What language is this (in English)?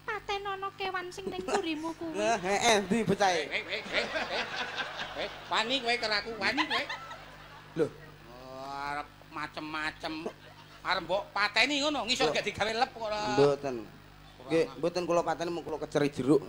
Javanese